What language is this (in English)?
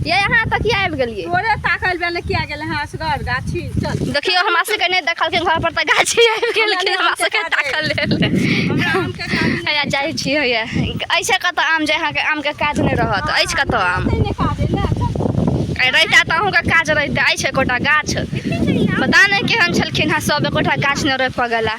Maithili